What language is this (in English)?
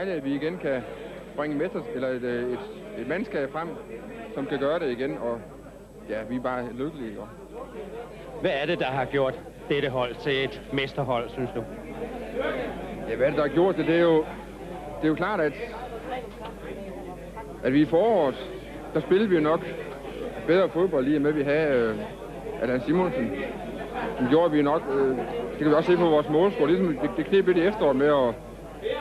Danish